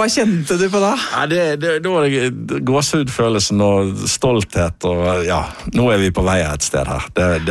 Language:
Norwegian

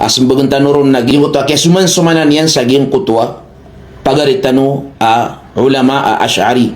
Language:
Maranao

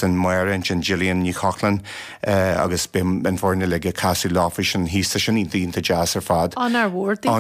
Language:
Irish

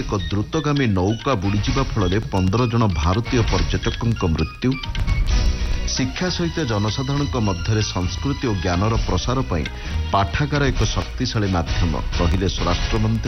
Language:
Odia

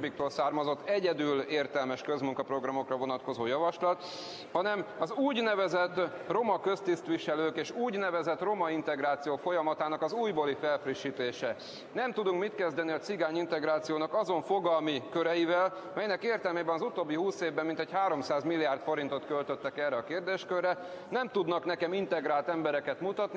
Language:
Hungarian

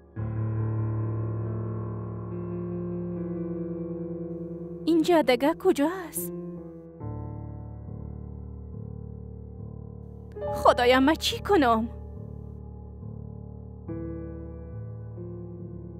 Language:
Persian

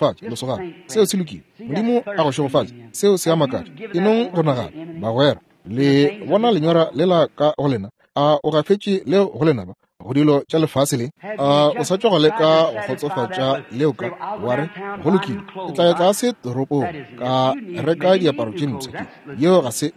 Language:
Northern Sotho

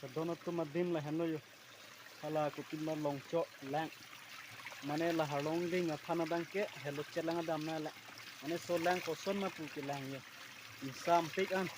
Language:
Karbi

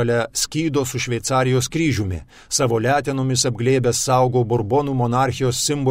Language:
Lithuanian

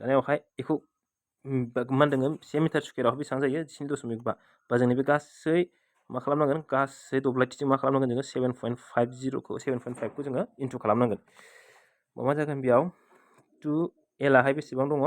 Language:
Bodo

